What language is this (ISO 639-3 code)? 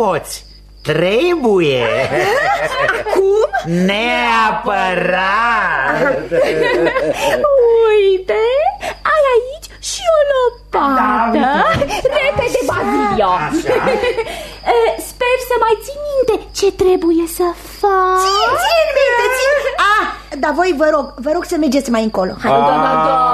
ron